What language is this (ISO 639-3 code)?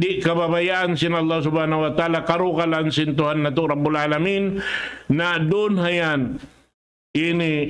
tsg